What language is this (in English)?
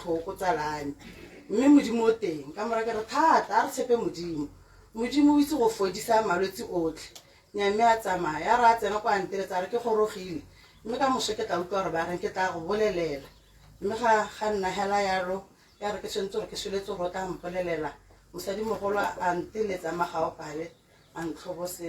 Tswana